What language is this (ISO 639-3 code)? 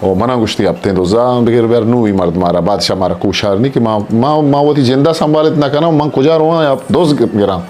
bgp